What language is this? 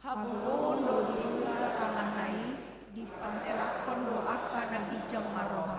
Batak Toba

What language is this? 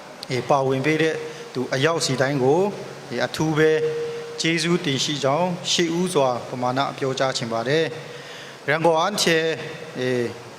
Kachin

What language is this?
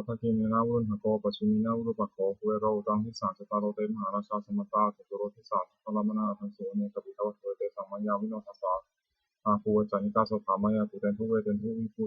Pali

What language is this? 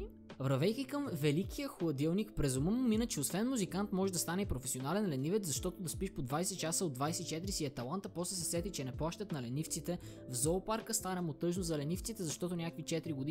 Bulgarian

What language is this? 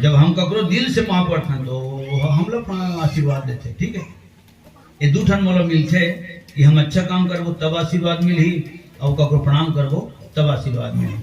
Chhattisgarhi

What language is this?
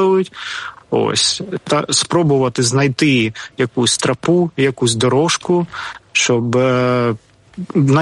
Ukrainian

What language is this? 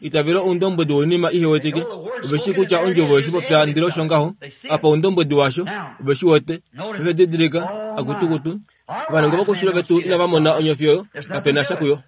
Kuanyama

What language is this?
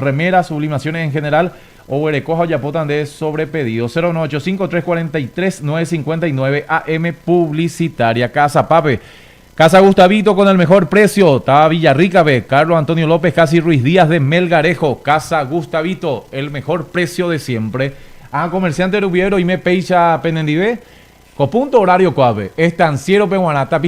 Guarani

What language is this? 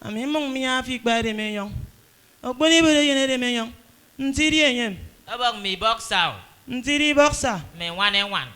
Efik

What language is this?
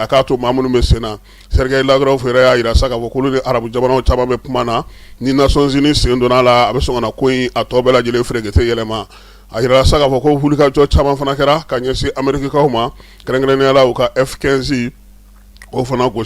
Bambara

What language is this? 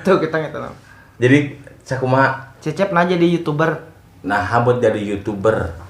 Sundanese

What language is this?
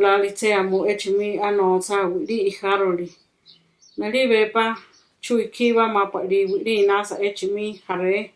Central Tarahumara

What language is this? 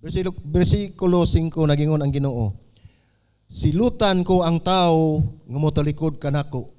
Cebuano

